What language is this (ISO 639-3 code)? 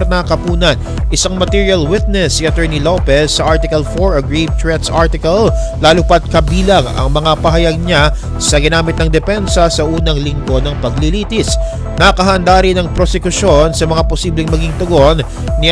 fil